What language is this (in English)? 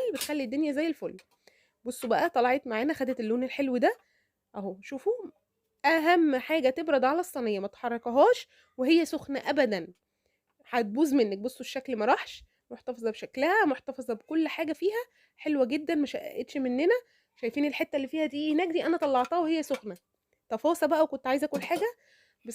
Egyptian Arabic